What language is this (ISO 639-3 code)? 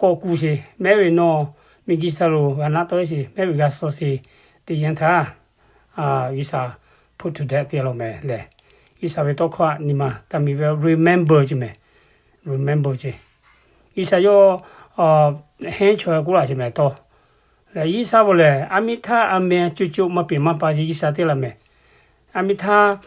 lhu